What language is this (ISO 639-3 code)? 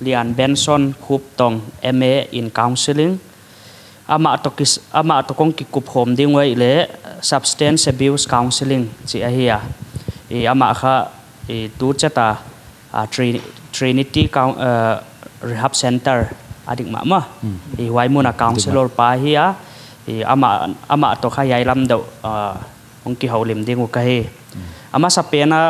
pck